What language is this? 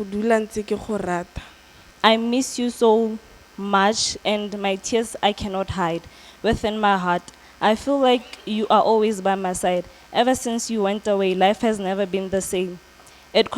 Tswana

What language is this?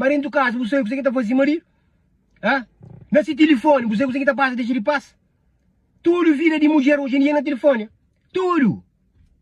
Kabuverdianu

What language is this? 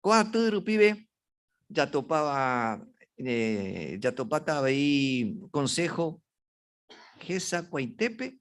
Guarani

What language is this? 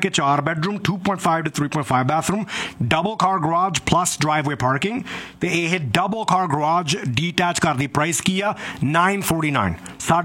Punjabi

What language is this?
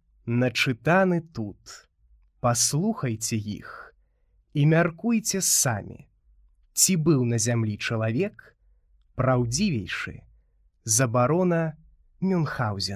Belarusian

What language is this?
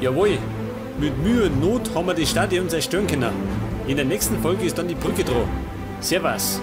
Bavarian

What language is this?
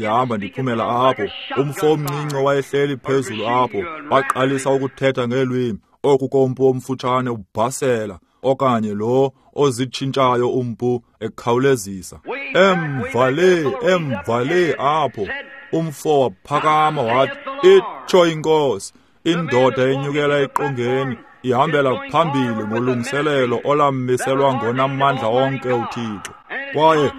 Xhosa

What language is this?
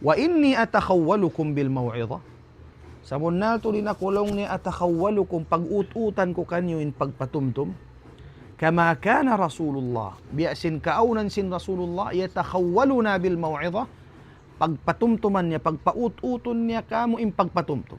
Tausug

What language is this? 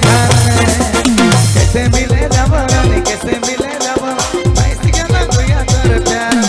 Sadri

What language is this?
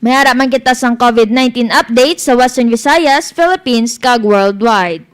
Hiligaynon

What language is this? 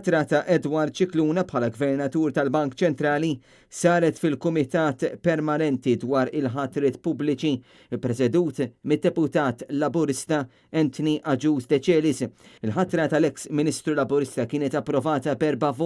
Maltese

